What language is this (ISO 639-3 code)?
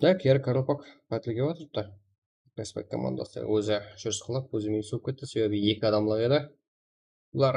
kaa